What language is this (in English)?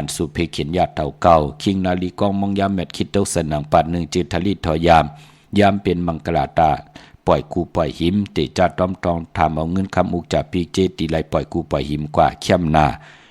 Shan